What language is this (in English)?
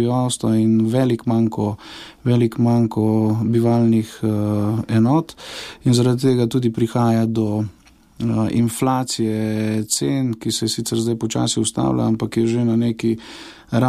Slovenian